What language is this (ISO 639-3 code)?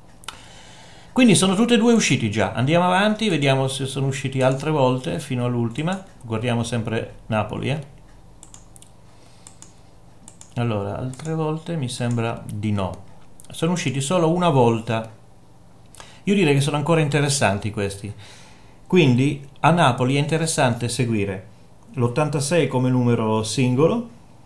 ita